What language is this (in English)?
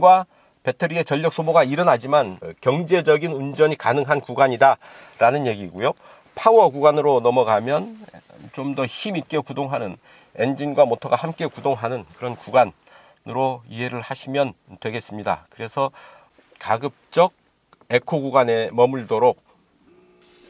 Korean